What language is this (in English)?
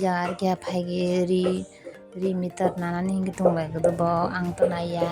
Kok Borok